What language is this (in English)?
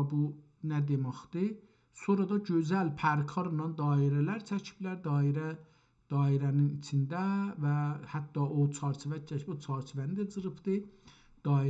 South Azerbaijani